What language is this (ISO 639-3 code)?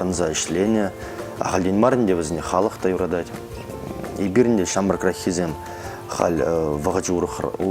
chv